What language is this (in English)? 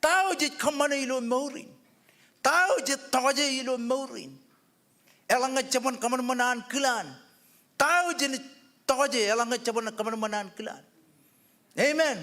Marshallese